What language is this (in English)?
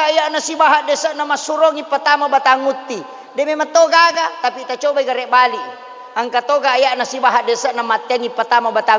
Buginese